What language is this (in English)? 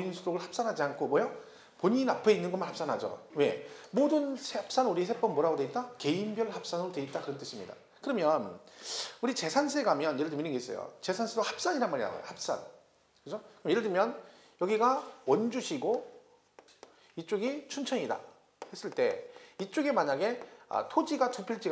Korean